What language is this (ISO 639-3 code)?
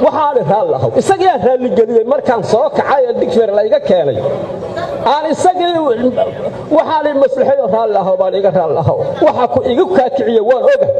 som